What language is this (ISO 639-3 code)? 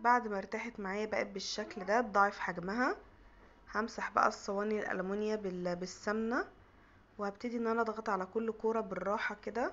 arz